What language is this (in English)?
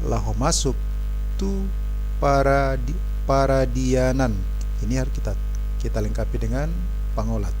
Batak Toba